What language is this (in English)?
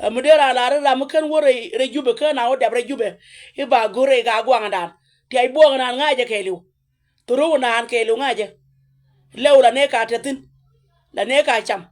Nuer